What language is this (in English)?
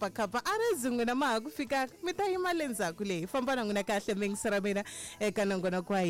Tsonga